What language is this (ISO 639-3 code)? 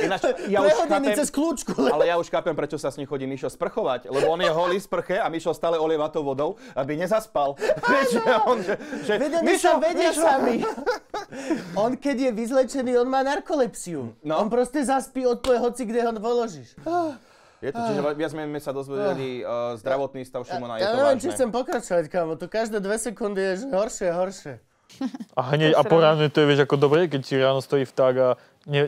slk